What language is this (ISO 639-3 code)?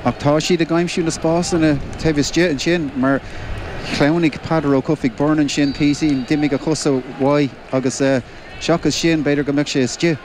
gle